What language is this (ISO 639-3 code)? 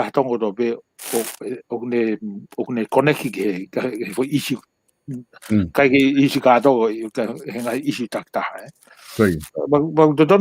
ton